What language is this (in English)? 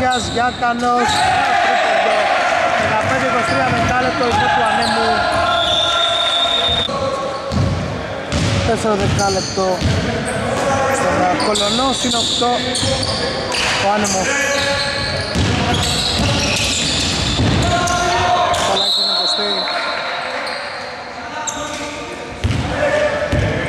Greek